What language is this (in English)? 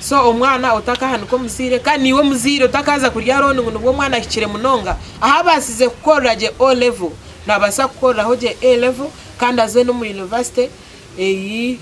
Nyankole